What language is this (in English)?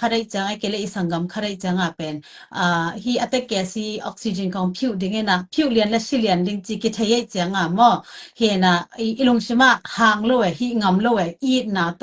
Tedim Chin